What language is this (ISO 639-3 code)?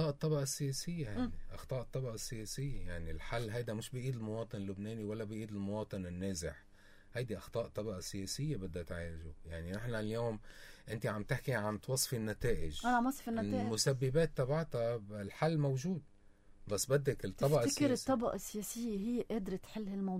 apc